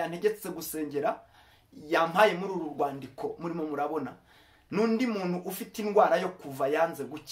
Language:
Kinyarwanda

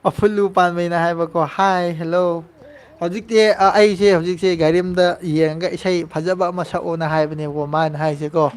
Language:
Manipuri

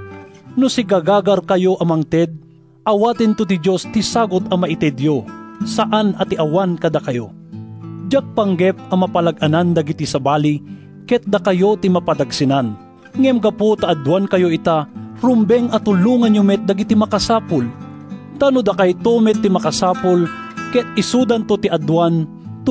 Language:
Iloko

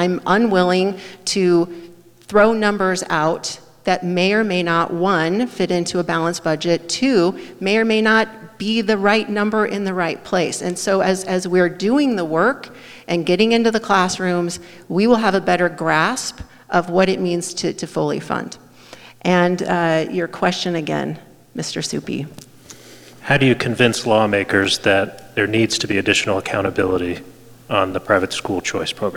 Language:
English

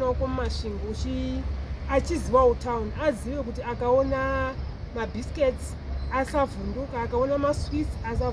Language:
Shona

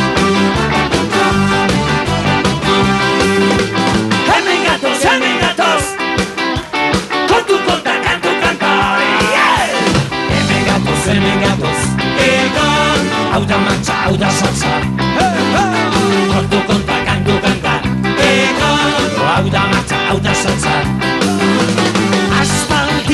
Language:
Basque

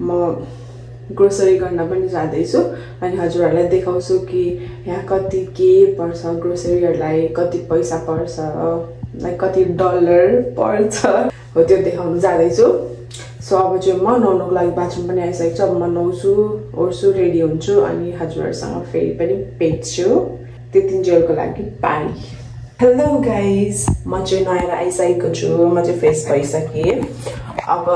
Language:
Nepali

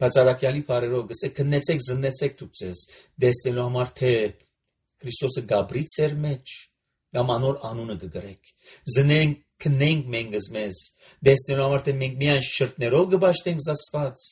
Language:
Armenian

